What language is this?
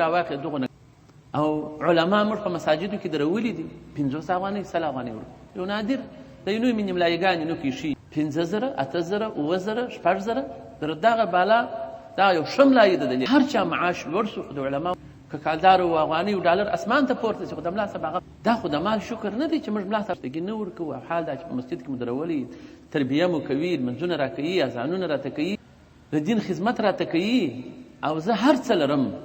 Pashto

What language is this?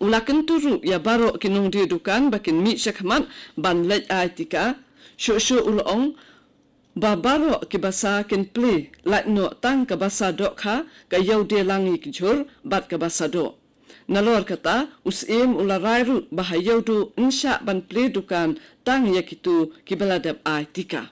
Khasi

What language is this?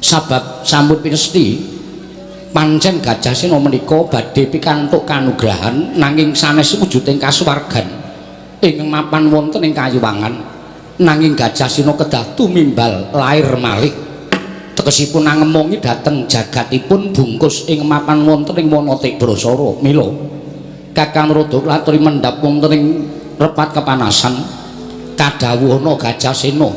Javanese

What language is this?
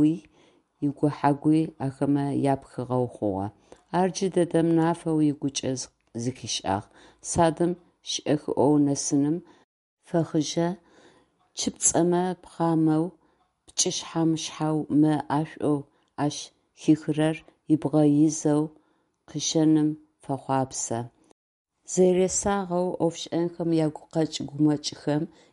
Adyghe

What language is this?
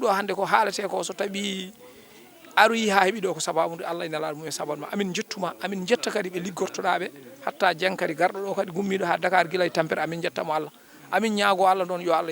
Fula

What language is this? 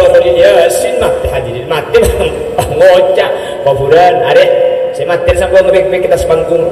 Madurese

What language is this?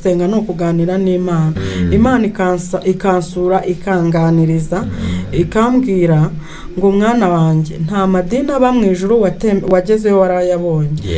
Kinyarwanda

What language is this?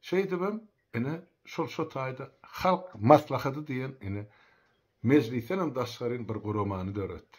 Turkmen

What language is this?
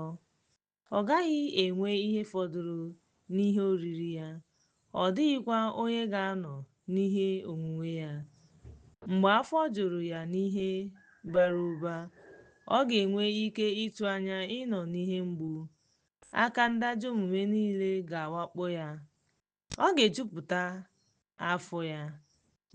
Igbo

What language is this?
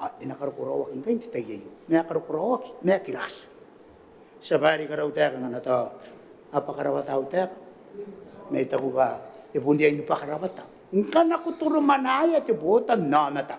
Gilbertese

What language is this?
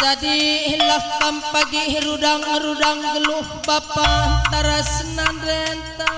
Batak Karo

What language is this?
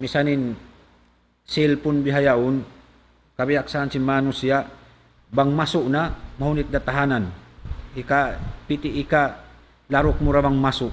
Tausug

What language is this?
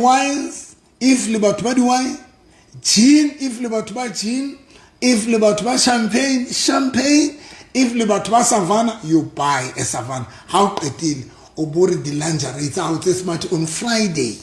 Southern Sotho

